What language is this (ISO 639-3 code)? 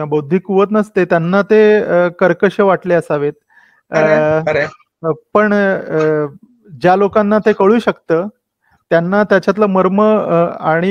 mar